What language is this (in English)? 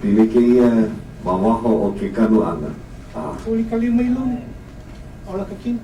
Hawaiian